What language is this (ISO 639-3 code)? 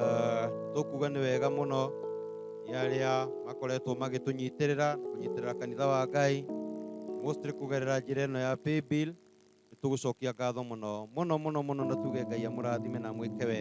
kik